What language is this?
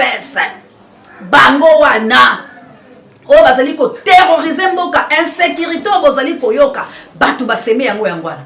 Lingala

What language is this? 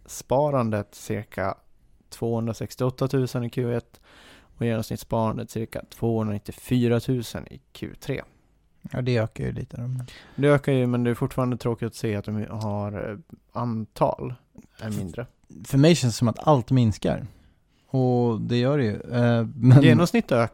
Swedish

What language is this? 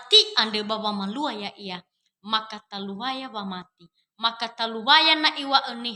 Nias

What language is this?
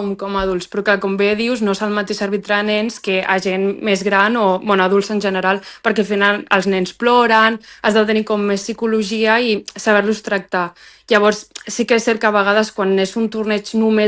Catalan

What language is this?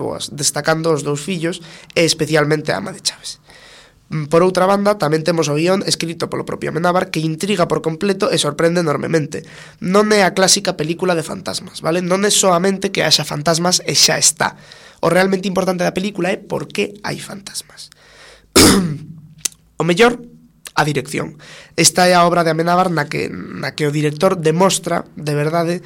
Galician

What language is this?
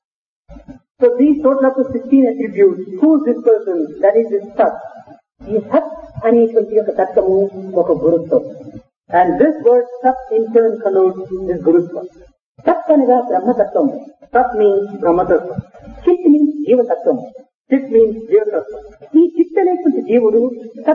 Telugu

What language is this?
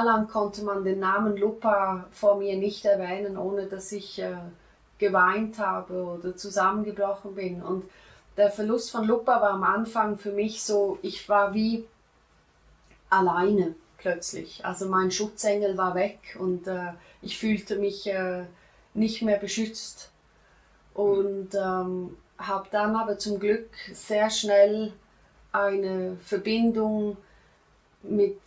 German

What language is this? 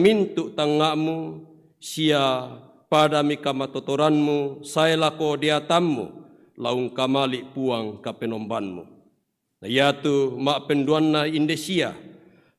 Toraja-Sa'dan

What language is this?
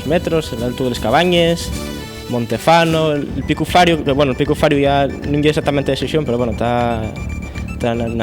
Asturian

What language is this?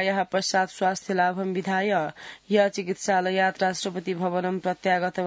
Sanskrit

